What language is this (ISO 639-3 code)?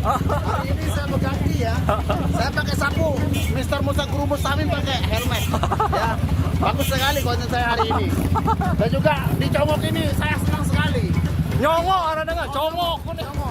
sas